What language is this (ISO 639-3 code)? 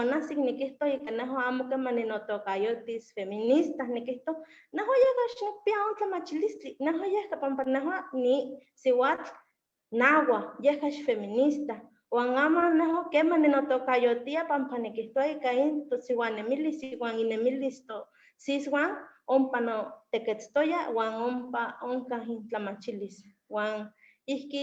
nhe